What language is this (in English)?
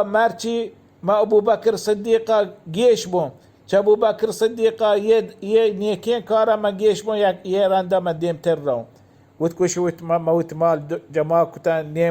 Baluchi